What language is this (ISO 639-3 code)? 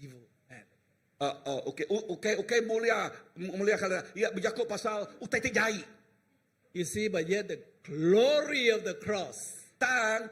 iba